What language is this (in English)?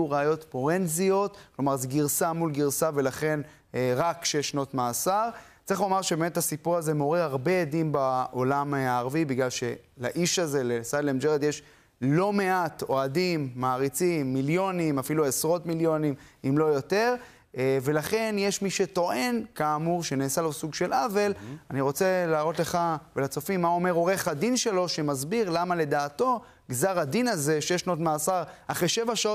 Hebrew